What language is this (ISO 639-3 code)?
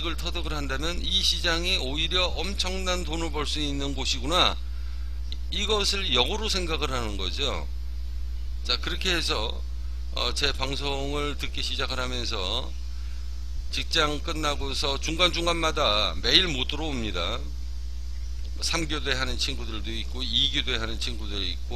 kor